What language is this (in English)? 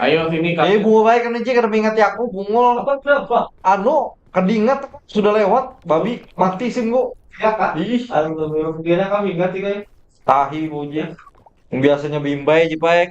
Banjar